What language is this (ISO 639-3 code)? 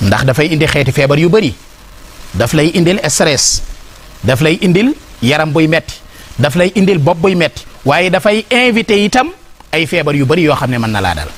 wol